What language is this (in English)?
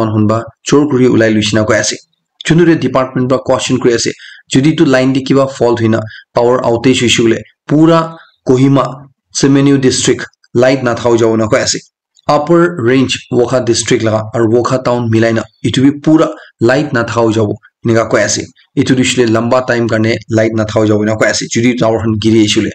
Naga Pidgin